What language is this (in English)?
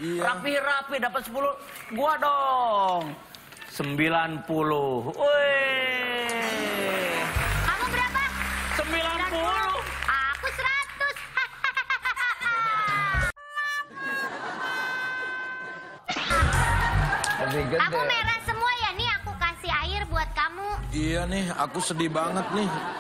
Indonesian